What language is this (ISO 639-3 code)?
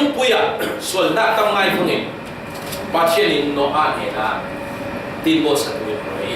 cfm